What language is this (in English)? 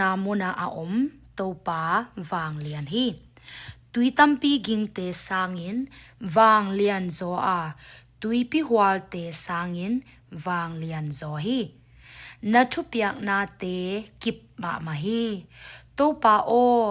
Tedim Chin